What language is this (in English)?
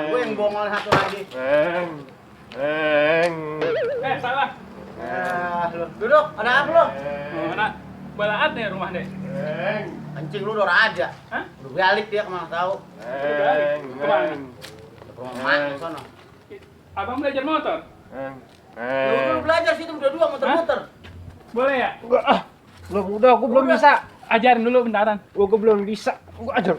Betawi